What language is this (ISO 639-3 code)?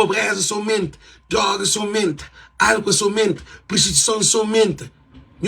kea